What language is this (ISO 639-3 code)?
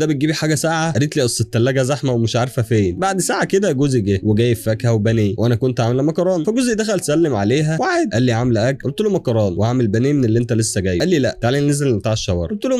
arz